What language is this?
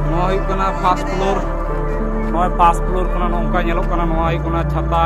Santali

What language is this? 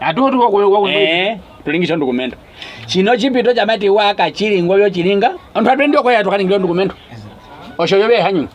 Nyaneka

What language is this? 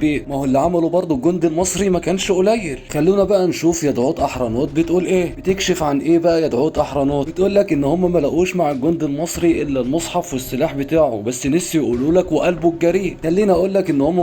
Egyptian Arabic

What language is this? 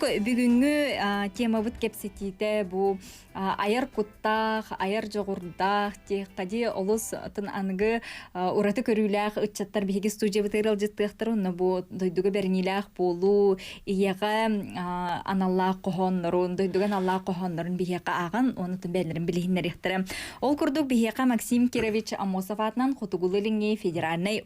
Yakut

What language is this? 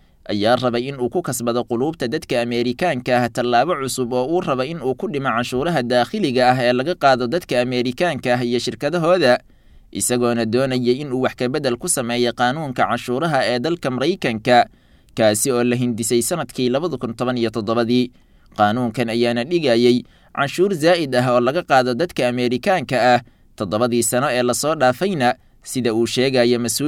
Somali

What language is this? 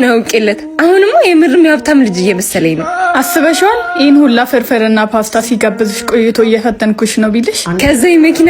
Amharic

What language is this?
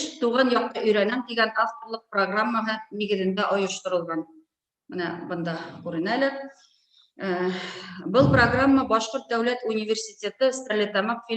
Bashkir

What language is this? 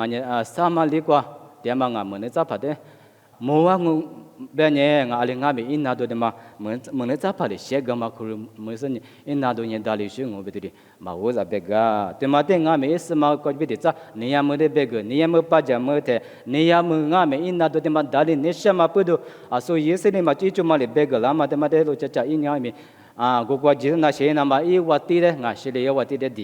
Lisu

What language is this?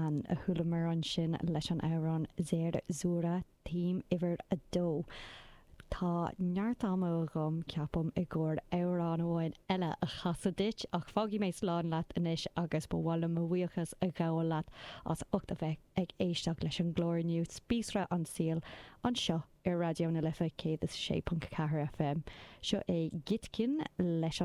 Irish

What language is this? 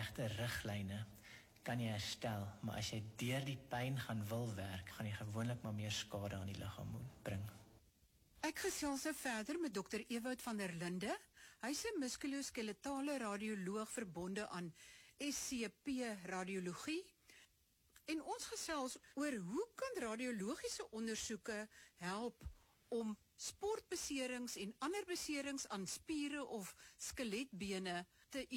Afrikaans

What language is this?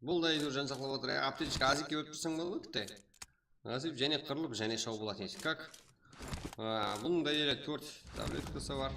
Kara-Kalpak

